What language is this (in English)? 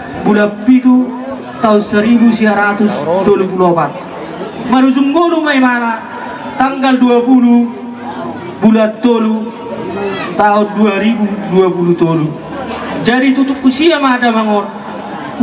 Batak Toba